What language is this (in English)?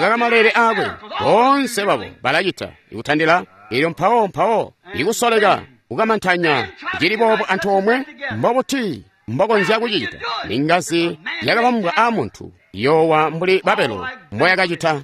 Tonga (Zambia)